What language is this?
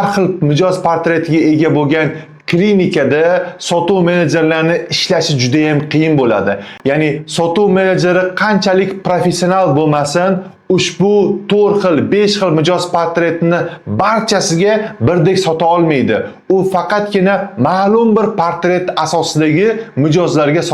Uzbek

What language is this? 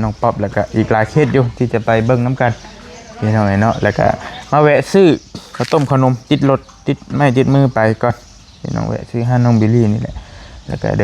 Northeastern Thai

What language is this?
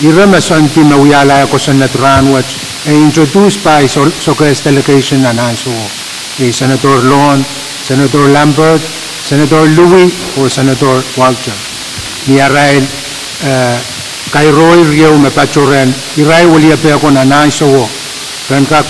Pohnpeian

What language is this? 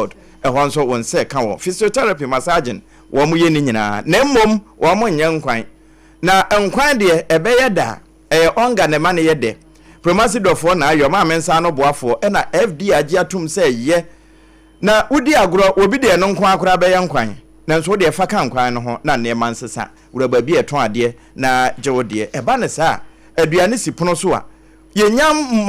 Akan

